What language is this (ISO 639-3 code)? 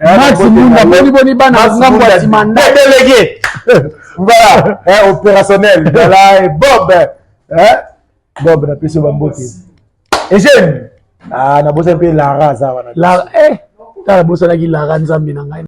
lin